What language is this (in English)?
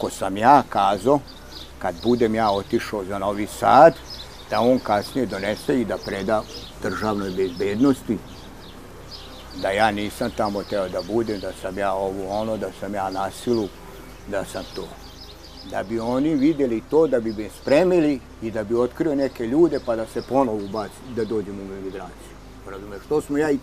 Serbian